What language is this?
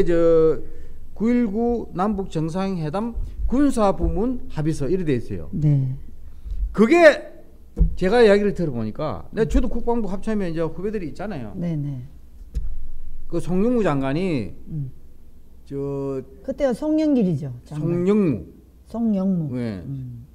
Korean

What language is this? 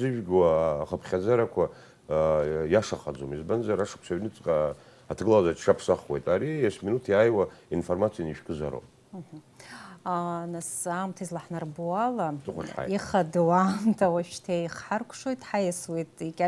Abkhazian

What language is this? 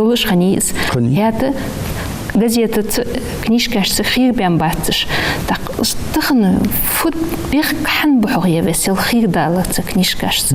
Ingush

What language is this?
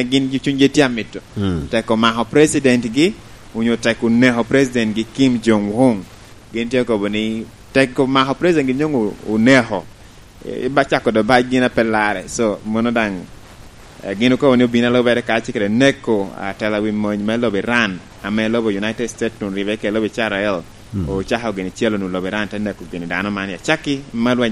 Lango (Uganda)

